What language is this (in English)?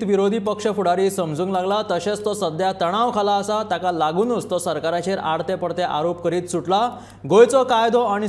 Konkani